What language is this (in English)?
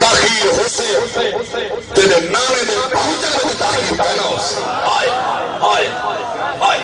Saraiki